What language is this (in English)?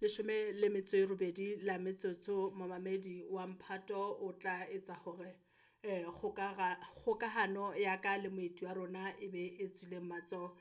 Southern Sotho